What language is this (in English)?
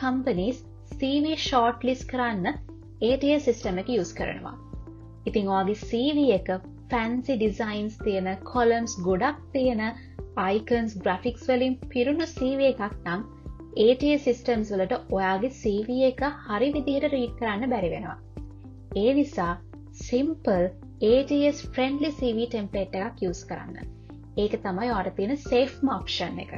Sinhala